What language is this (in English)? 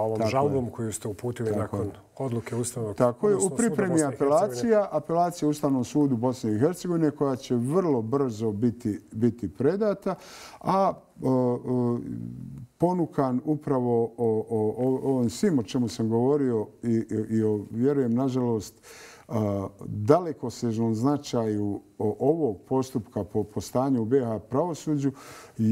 Bosnian